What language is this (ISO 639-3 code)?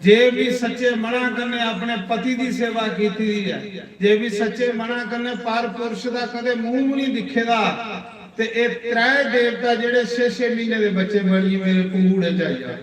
doi